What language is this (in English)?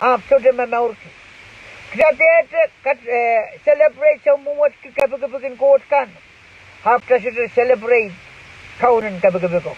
Pohnpeian